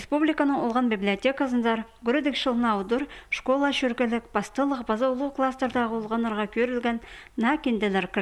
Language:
Khakas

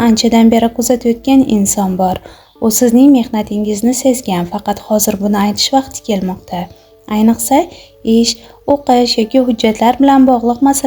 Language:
Uzbek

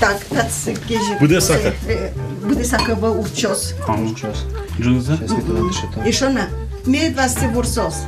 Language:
Udmurt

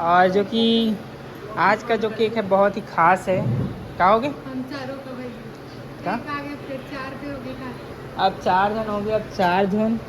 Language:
Chhattisgarhi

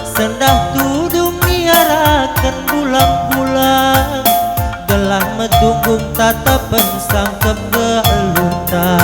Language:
Batak Karo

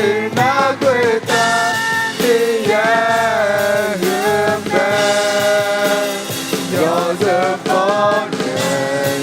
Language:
Akha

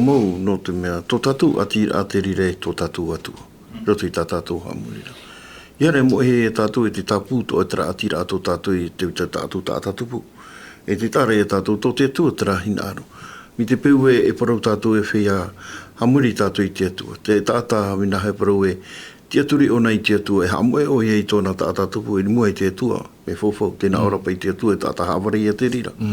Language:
Tahitian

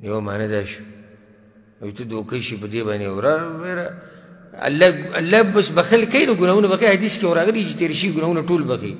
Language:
Pashto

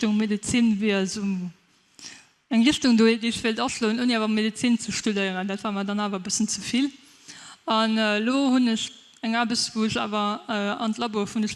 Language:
Luxembourgish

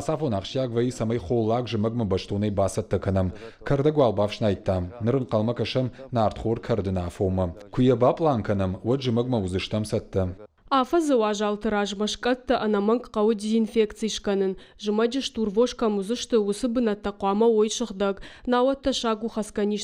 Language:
Ossetic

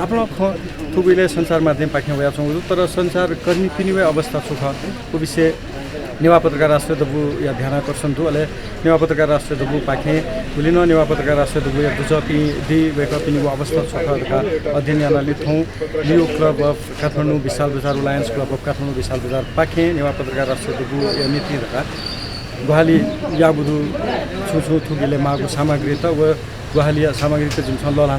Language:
Newari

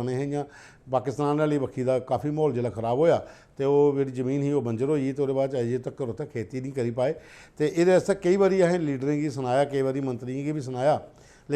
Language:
Dogri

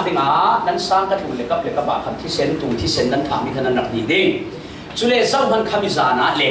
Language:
Falam Chin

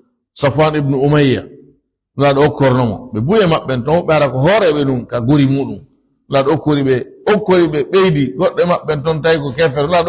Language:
Fula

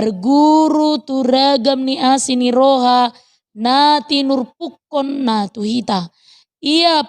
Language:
Batak Toba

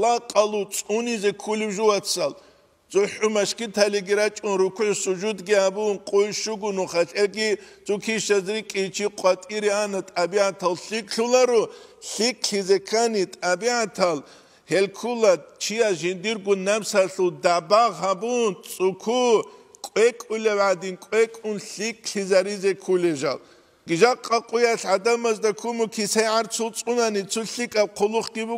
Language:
Avaric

